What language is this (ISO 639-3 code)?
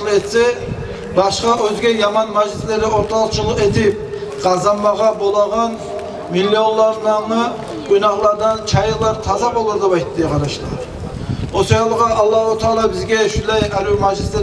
kum